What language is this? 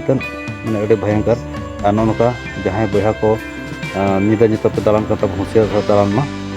Santali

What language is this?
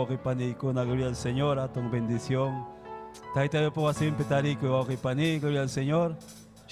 Ayacucho Quechua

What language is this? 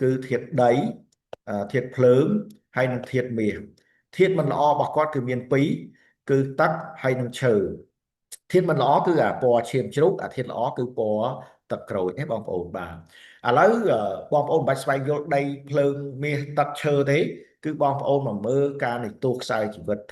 Khmer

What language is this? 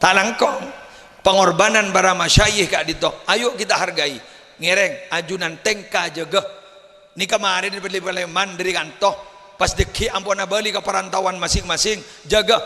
Madurese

